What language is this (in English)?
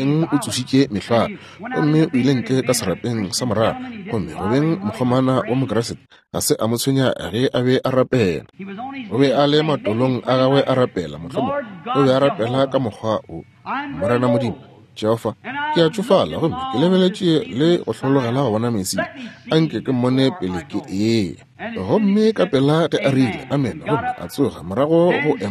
Northern Sotho